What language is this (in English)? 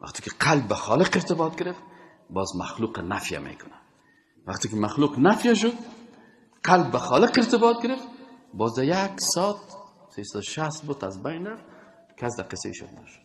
Persian